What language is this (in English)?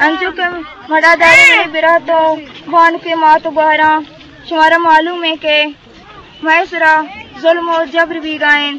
Eastern Balochi